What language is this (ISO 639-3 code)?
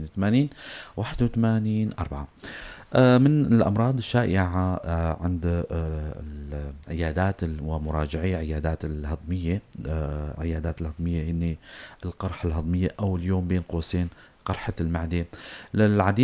apc